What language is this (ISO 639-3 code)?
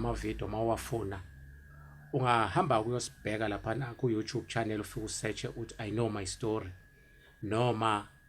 zul